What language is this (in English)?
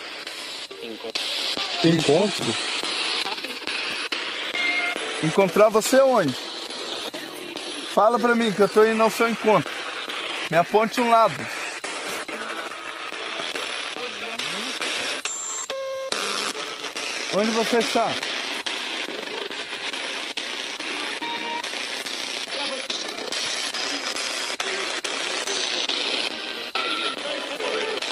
Portuguese